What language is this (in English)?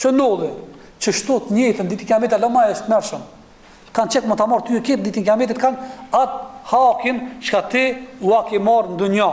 Albanian